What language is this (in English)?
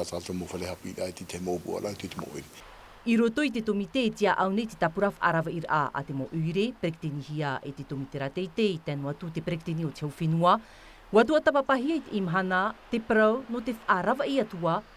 Tahitian